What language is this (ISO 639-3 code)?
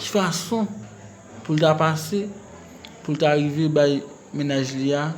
hat